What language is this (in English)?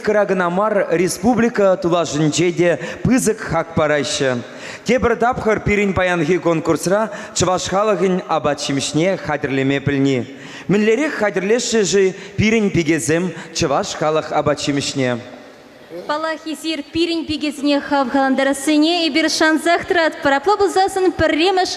Chuvash